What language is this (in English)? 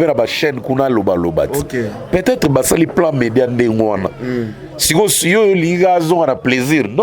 Lingala